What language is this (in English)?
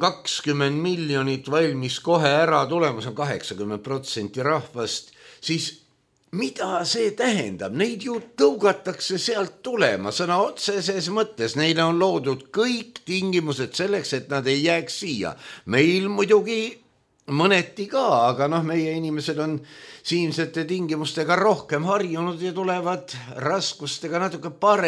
Estonian